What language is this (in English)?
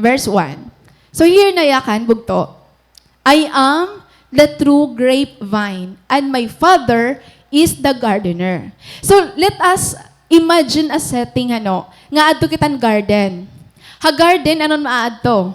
Waray